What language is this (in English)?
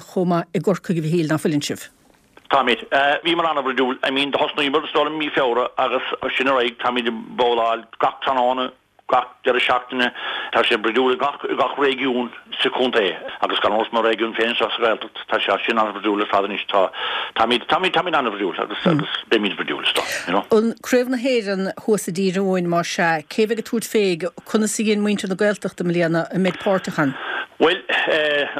Irish